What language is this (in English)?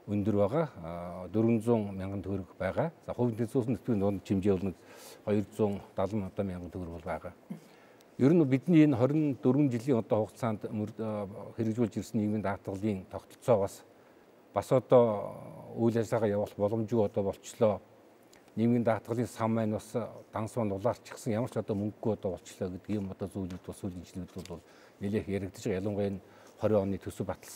Mongolian